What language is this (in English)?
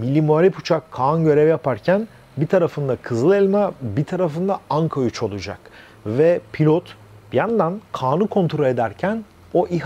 Turkish